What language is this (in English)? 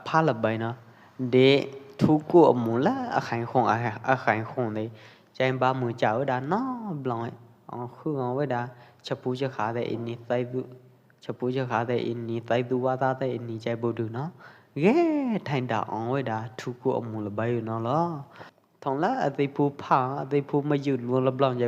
Pwo Eastern Karen